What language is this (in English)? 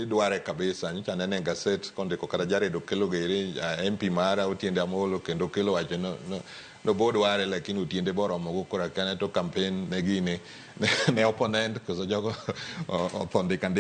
Luo (Kenya and Tanzania)